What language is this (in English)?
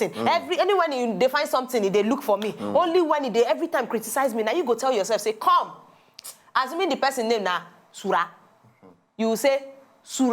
Nigerian Pidgin